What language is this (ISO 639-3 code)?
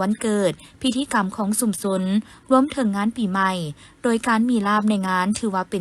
lao